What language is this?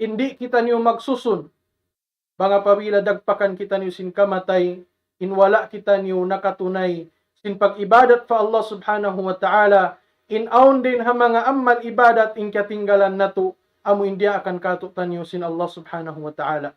Tausug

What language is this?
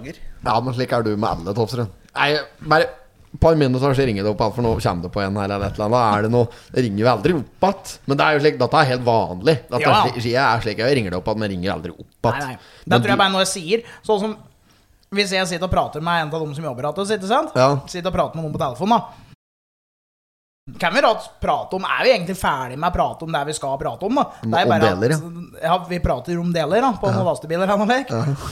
Norwegian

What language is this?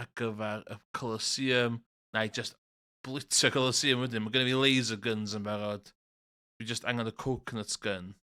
Welsh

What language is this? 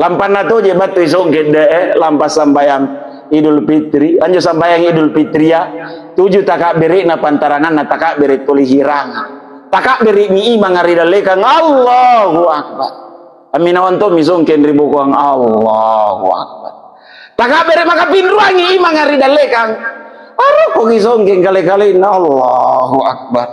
Makasar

